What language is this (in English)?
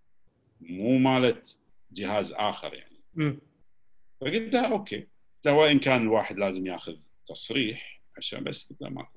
Gulf Arabic